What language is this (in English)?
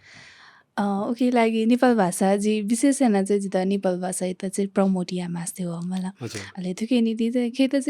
Newari